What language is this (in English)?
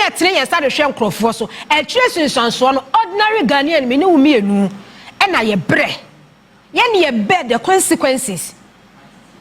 Akan